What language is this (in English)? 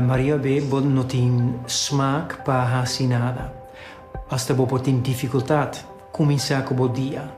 Papiamento